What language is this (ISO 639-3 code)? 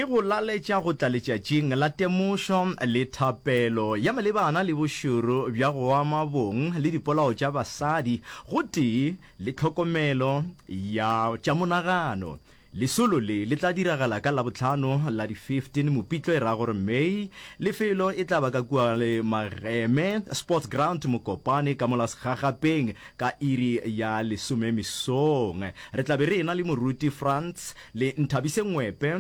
nso